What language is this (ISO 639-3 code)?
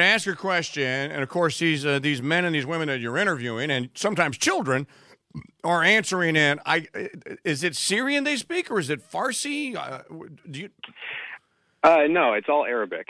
eng